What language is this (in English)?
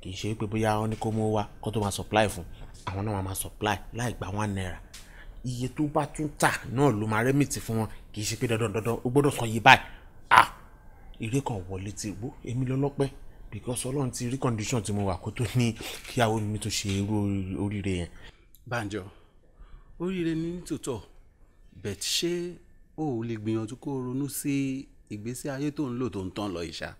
Yoruba